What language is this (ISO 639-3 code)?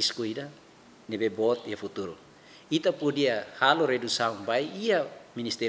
tet